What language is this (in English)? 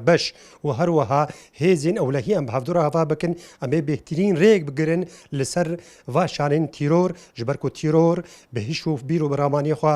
Kurdish